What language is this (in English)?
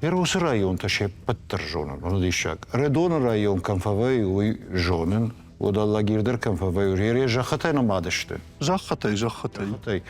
Ossetic